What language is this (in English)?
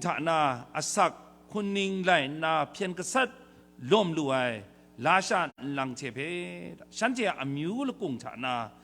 Kachin